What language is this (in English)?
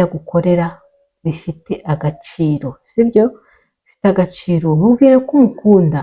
Kinyarwanda